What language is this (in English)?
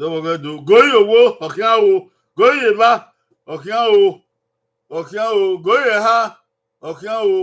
Bini